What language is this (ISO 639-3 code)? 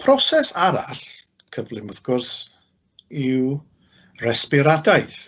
cym